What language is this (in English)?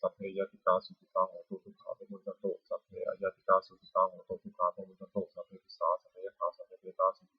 Pali